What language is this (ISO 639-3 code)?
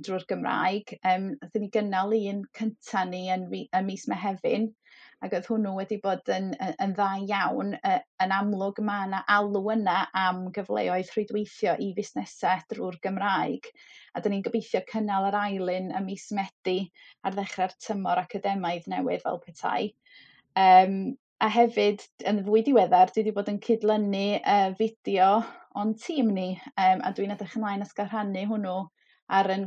cym